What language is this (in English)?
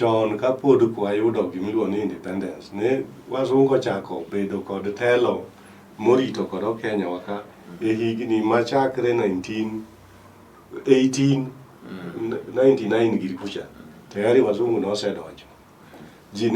Luo (Kenya and Tanzania)